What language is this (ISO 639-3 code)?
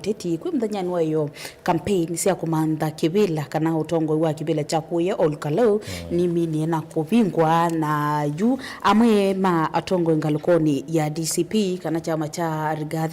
kam